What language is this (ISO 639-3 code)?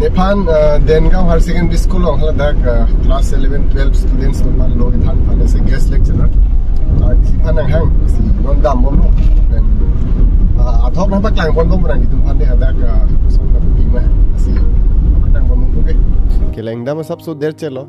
mjw